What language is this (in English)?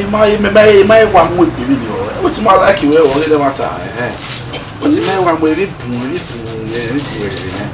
Bini